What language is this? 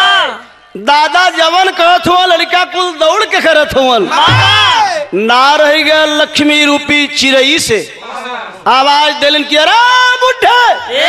Bhojpuri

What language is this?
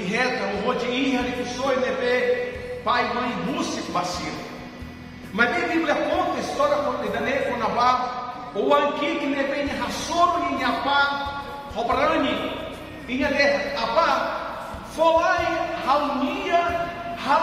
Tetum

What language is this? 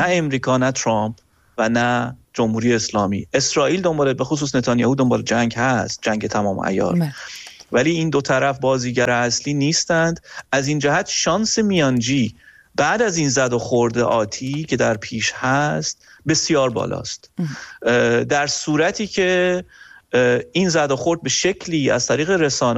Persian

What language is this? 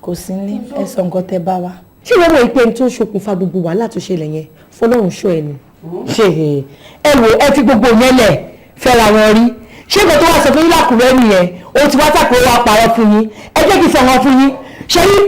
Yoruba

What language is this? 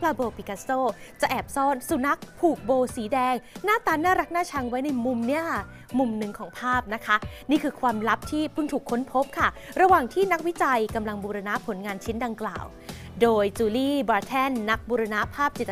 Thai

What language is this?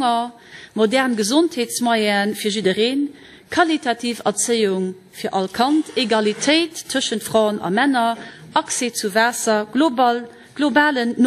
Luxembourgish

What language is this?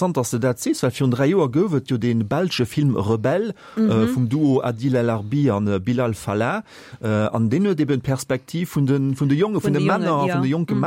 Luxembourgish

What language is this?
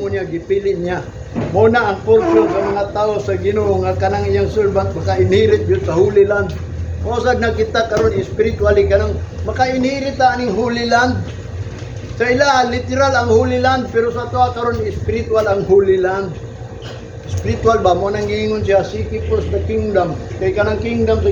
Cebuano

